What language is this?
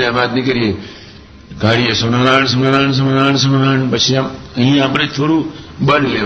Gujarati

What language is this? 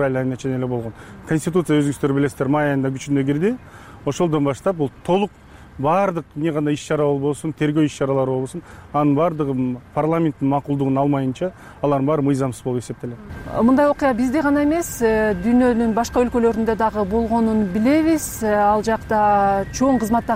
Kyrgyz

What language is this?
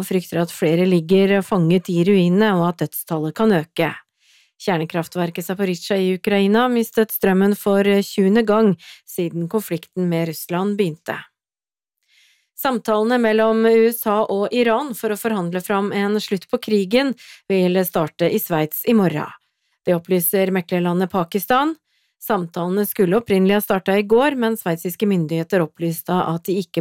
Norwegian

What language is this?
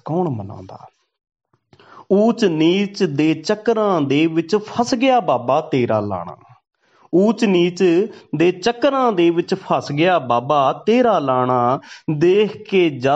Punjabi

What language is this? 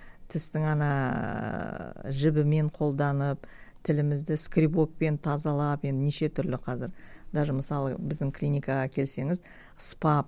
Kazakh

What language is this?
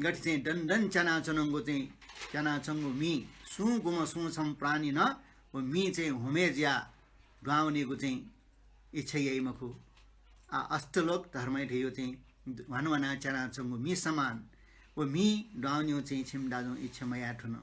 Newari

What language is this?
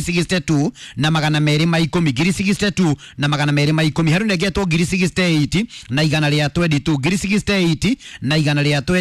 Kikuyu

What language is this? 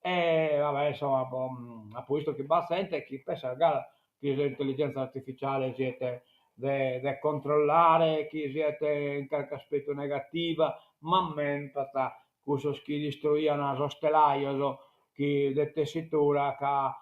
Sardinian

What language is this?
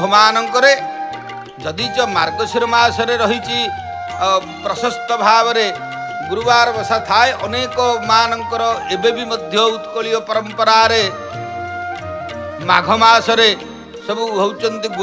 Odia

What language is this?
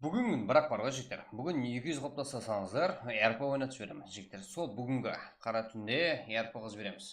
Kara-Kalpak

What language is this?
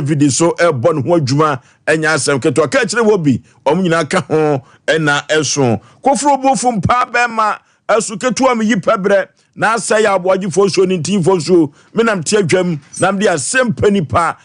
Akan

